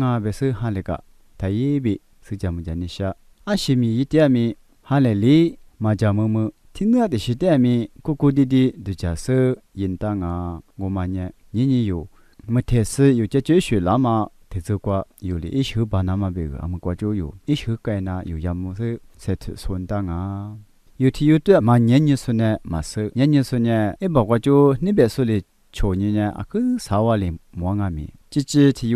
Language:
Lisu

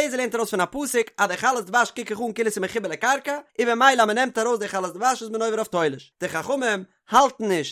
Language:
Yiddish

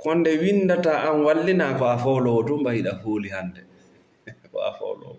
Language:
Fula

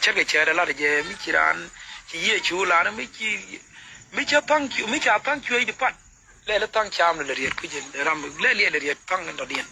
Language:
Nuer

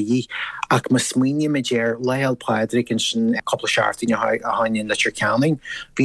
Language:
Irish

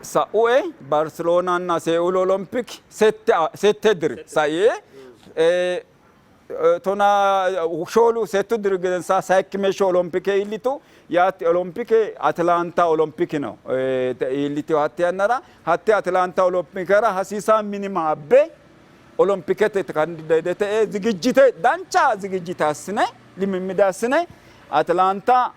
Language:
Sidamo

